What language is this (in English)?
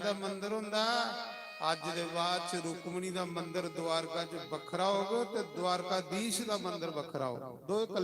Dogri